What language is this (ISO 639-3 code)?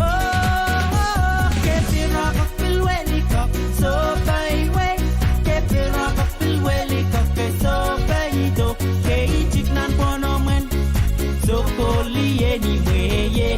pon